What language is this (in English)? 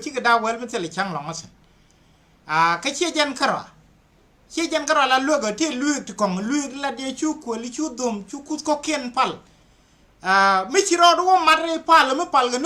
Nuer